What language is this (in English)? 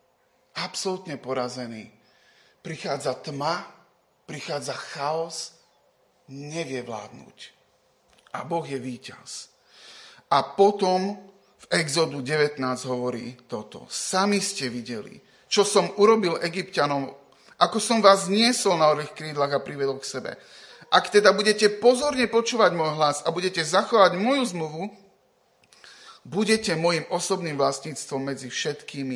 Slovak